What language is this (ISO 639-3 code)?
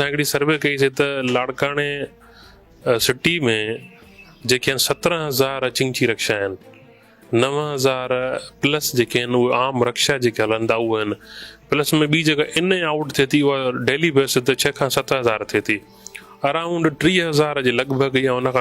snd